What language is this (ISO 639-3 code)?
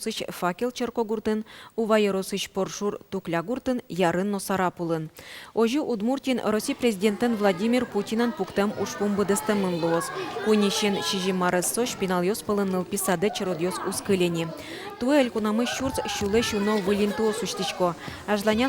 udm